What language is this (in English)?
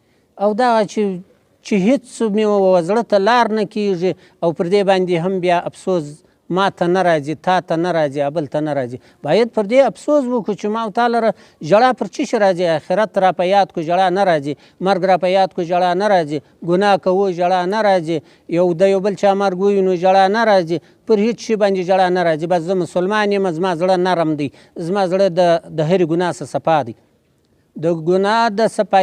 Pashto